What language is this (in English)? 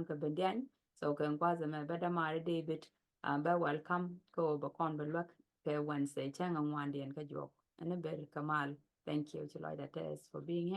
Nuer